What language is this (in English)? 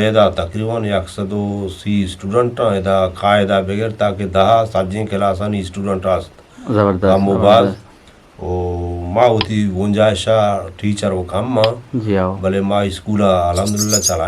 Eastern Balochi